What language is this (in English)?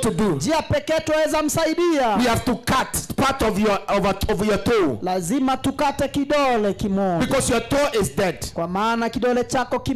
Swahili